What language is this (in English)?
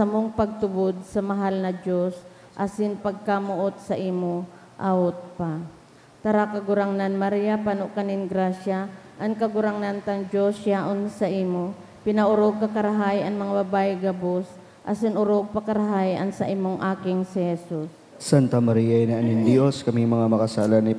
Bikol